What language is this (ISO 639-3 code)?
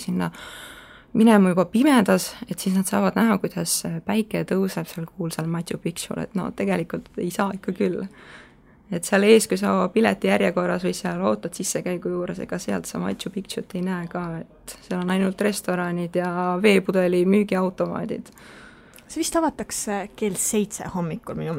est